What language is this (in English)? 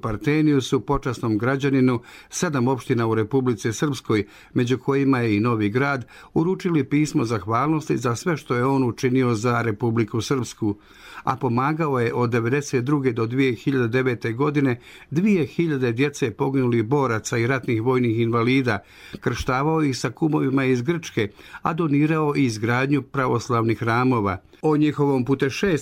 Bosnian